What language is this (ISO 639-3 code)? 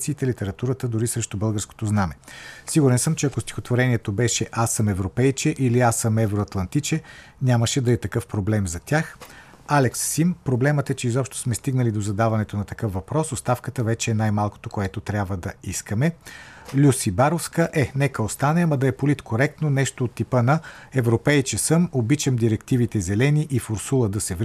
bul